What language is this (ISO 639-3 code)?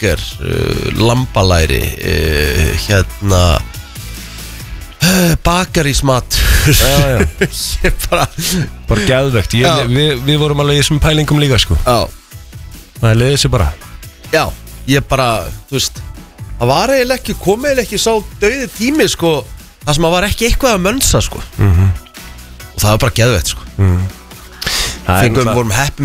isl